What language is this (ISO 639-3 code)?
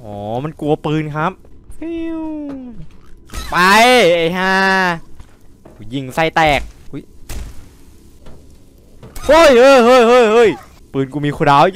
tha